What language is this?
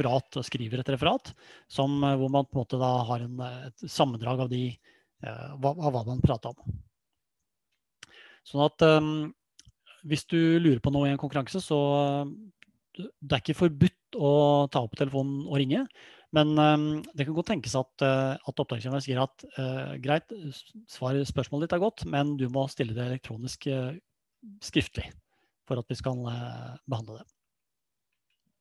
Norwegian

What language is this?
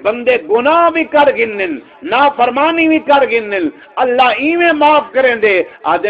Saraiki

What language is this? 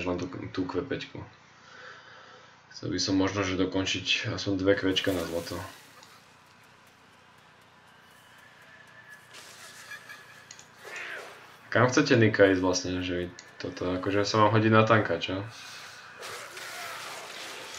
Slovak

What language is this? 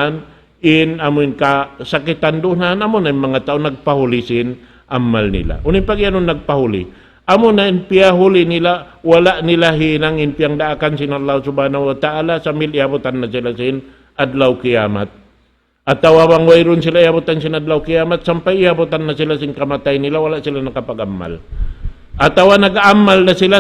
Tausug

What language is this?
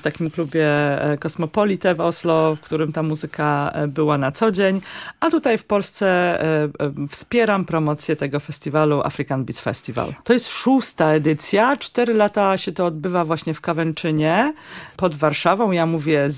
Polish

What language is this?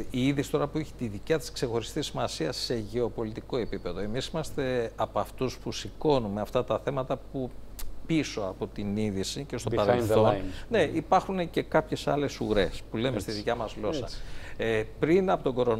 Greek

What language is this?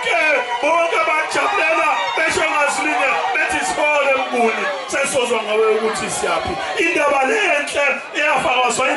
Zulu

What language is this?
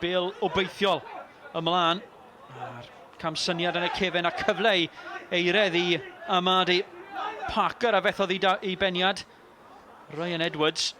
Welsh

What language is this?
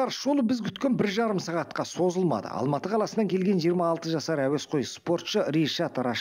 Kazakh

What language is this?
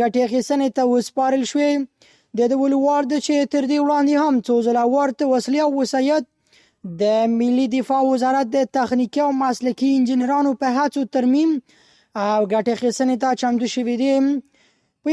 Pashto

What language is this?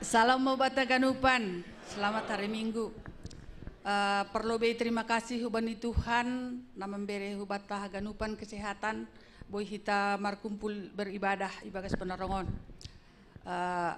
Batak Simalungun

